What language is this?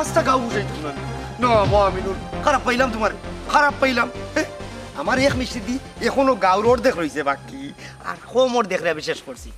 Sylheti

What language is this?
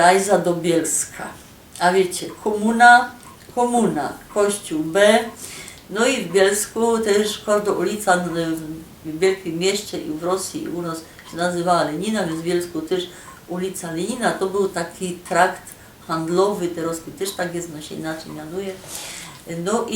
Silesian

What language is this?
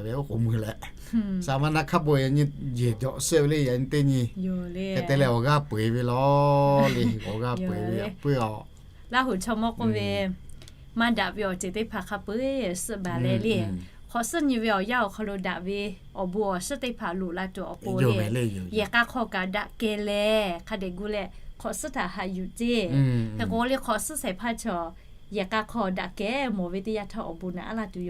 Lahu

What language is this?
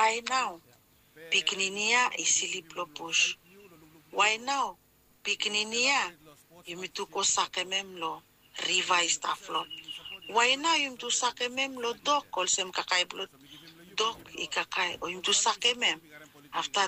Bislama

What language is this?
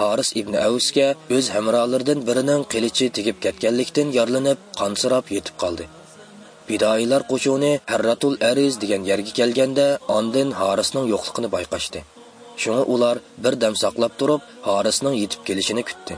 Uyghur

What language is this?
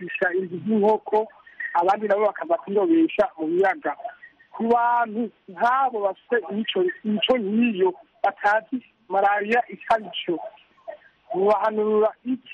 Kinyarwanda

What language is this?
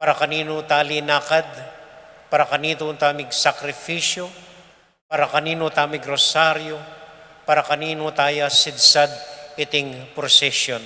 Pampanga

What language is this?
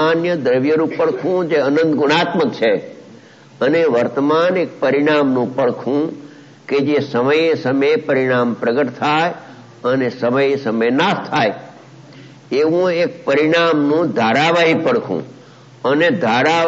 Gujarati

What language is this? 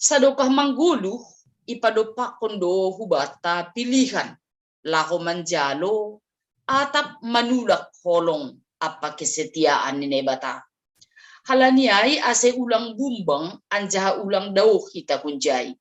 Batak Simalungun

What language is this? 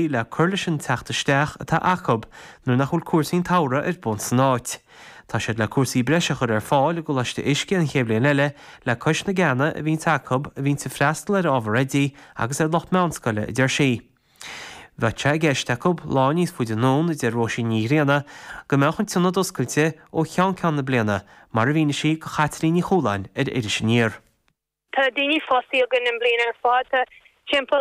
Irish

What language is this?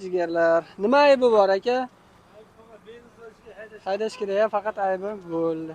Uzbek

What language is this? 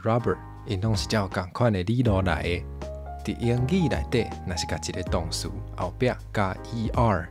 Min Nan Chinese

